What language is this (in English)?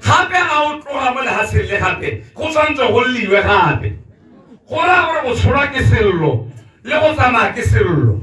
Tswana